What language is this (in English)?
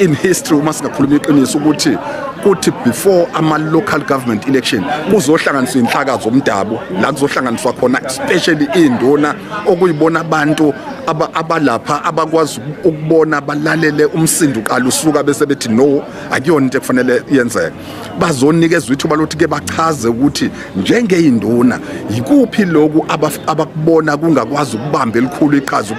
Zulu